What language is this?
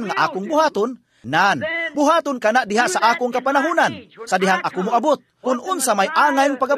Cebuano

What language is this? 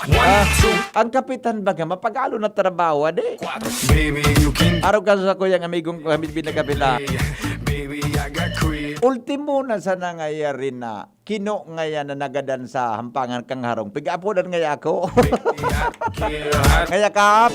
Bikol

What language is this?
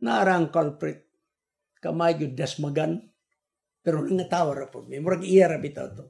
Cebuano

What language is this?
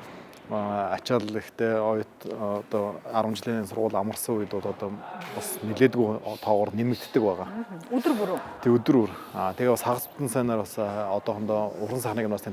Mongolian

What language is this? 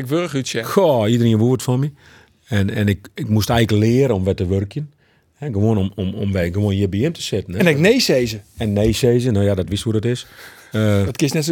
Western Frisian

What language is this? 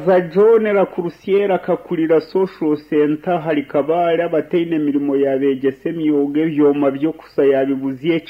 Nyankole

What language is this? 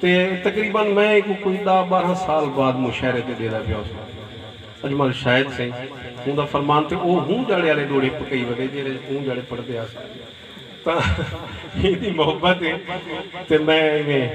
Saraiki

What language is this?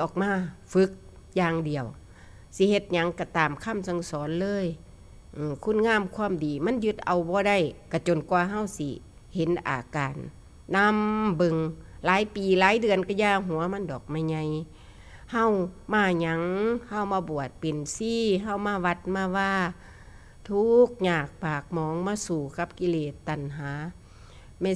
Northeastern Thai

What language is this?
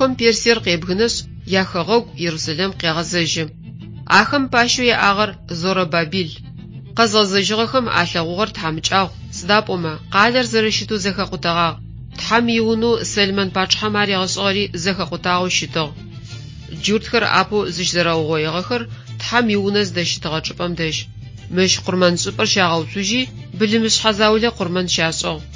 Adyghe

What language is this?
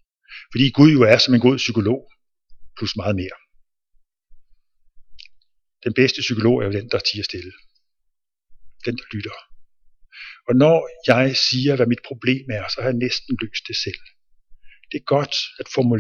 Danish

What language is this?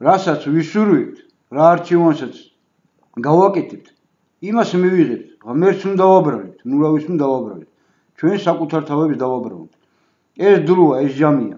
Georgian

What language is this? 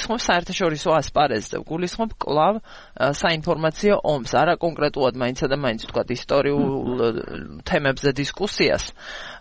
Georgian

